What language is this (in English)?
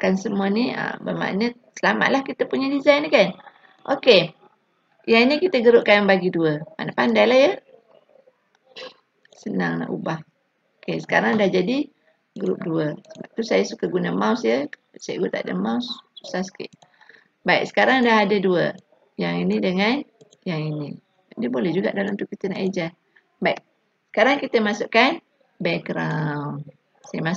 Malay